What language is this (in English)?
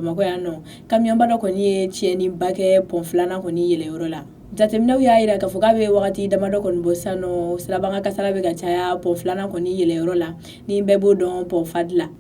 Bambara